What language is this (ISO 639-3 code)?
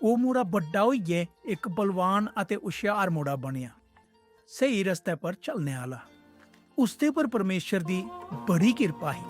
doi